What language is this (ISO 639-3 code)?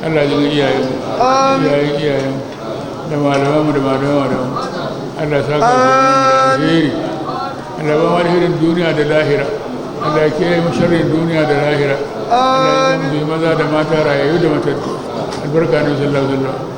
hau